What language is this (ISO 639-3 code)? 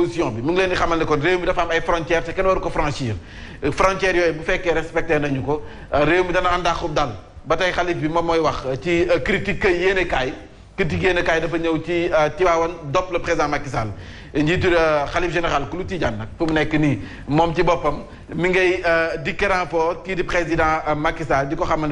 wol